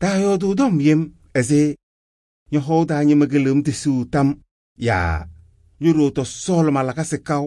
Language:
Kabiyè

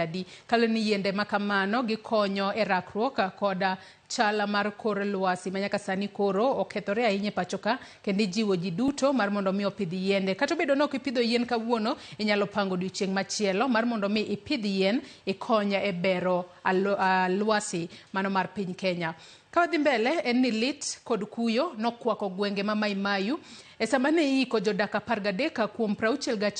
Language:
Luo (Kenya and Tanzania)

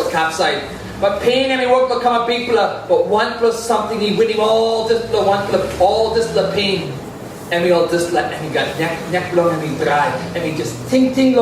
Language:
Tok Pisin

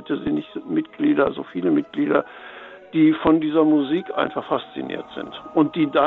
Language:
Luxembourgish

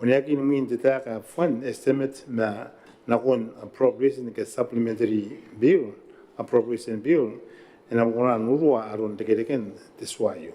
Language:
Gilbertese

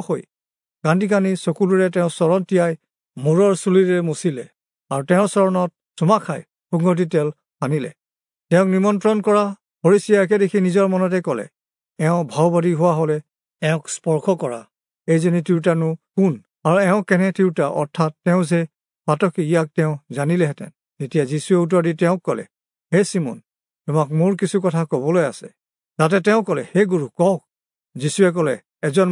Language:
Assamese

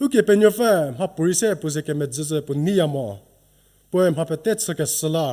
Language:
Angami Naga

